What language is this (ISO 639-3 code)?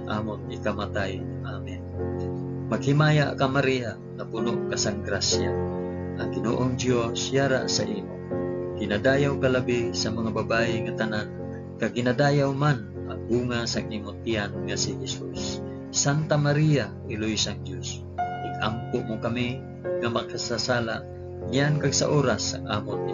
hil